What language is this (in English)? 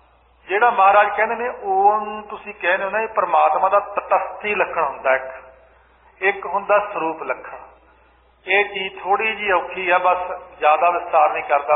Punjabi